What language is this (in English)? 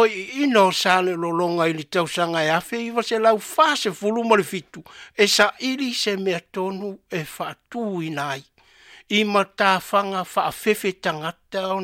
Samoan